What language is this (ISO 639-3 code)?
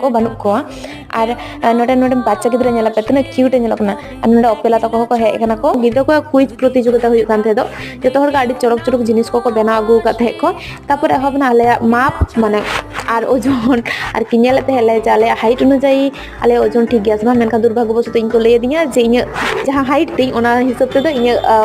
sat